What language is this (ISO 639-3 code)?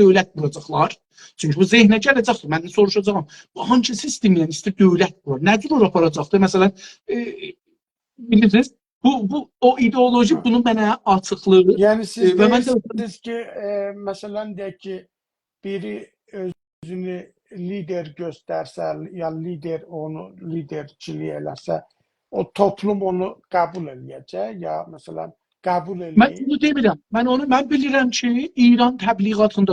azb